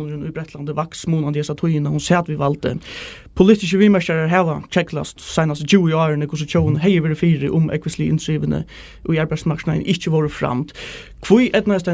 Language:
Faroese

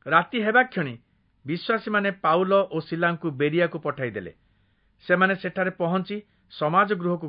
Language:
Odia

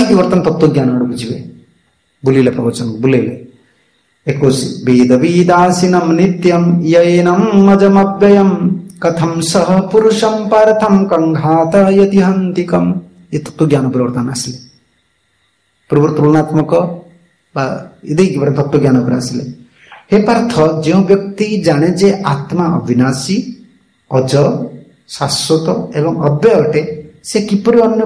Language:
Odia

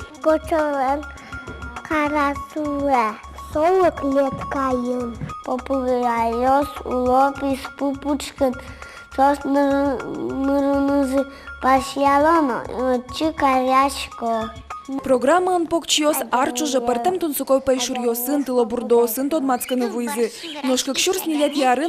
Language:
Udmurt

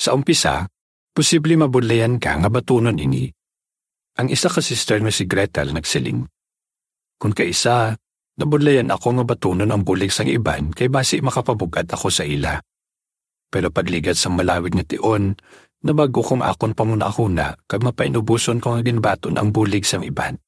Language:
Hiligaynon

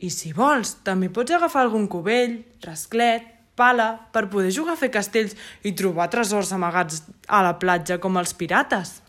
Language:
Catalan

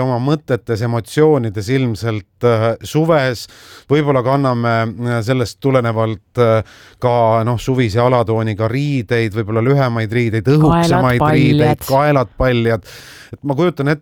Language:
Estonian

